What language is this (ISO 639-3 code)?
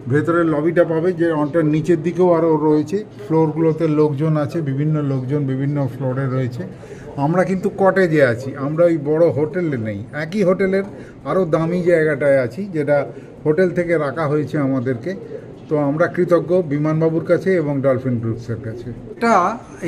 ben